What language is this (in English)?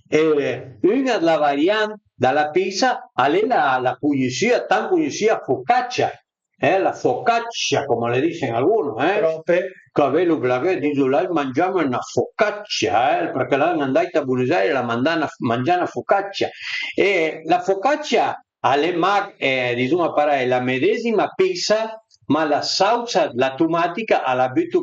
Piedmontese